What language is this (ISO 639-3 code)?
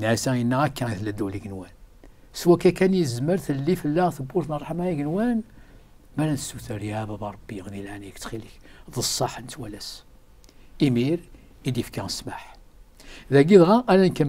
kab